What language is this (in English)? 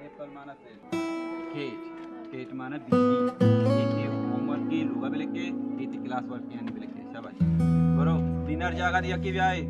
Baluchi